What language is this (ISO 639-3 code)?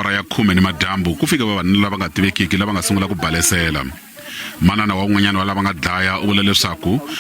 tso